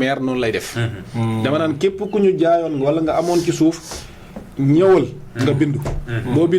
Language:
Wolof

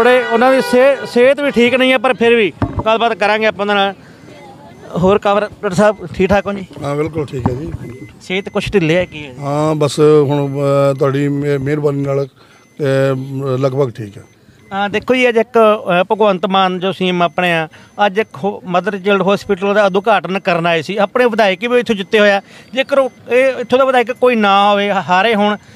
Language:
Punjabi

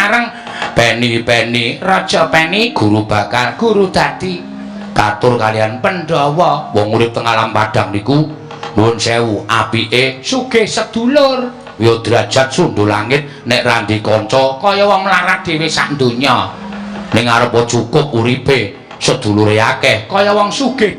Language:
Javanese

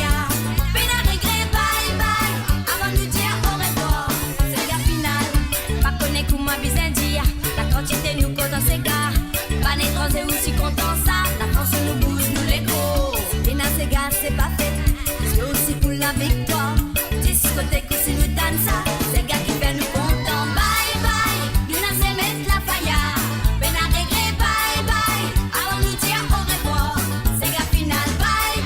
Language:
Morisyen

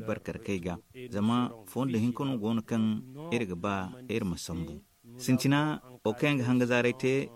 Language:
Zarma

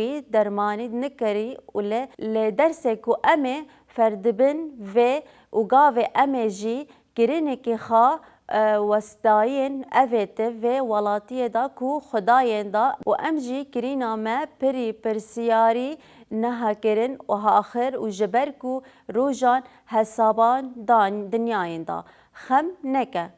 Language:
Kurdish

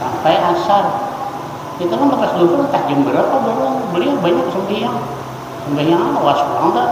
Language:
Banjar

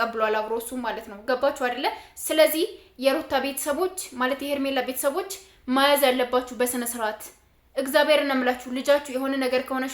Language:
Amharic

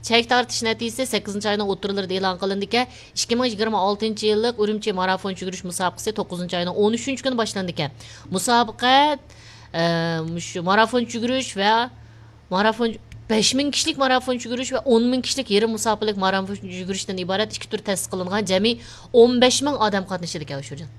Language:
Uyghur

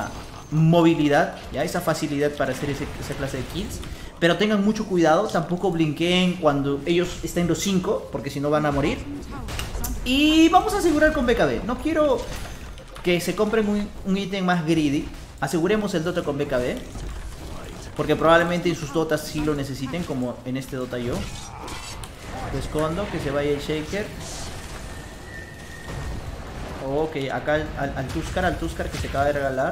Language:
Spanish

